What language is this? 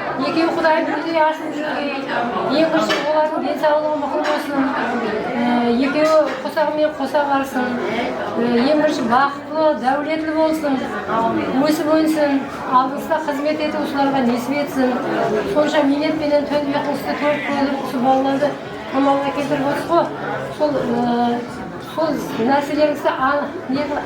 Kara-Kalpak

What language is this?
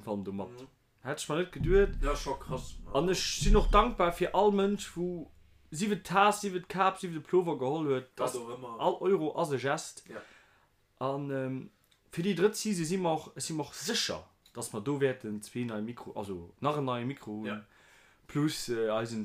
Luxembourgish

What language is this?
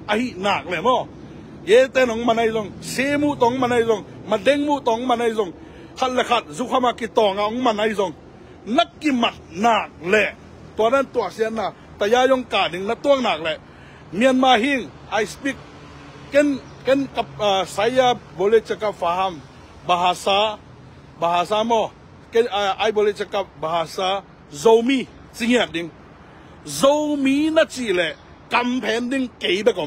Tedim Chin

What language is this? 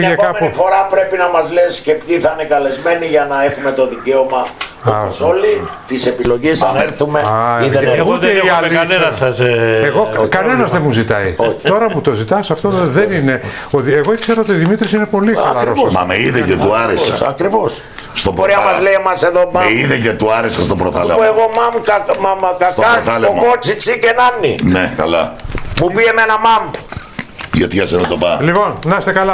Greek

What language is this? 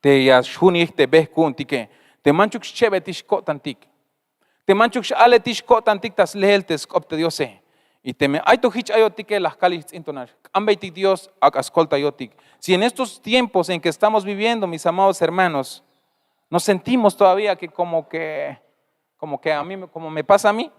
Tzeltal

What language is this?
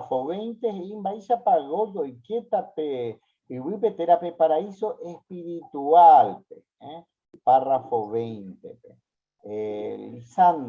Guarani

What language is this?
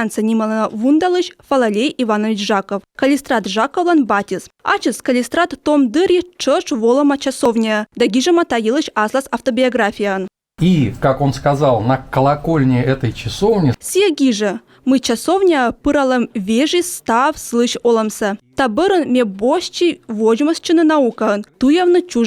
Komi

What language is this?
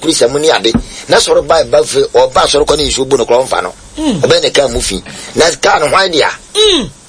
Akan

